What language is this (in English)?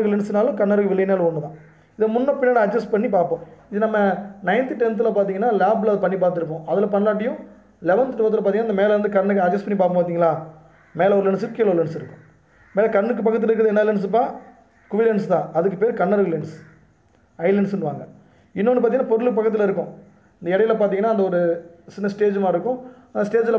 Tamil